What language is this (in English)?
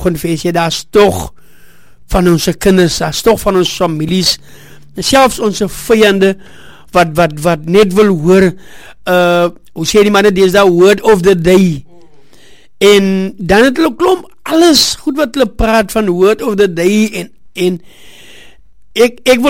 Afrikaans